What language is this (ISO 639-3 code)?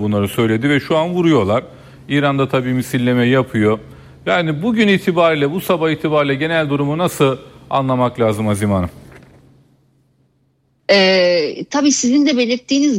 tur